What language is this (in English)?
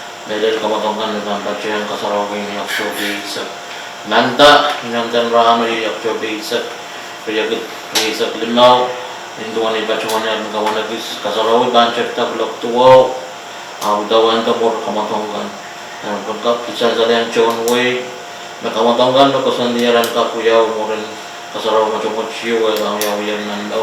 Pohnpeian